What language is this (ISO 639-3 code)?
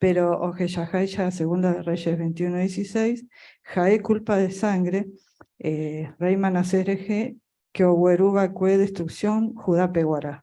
grn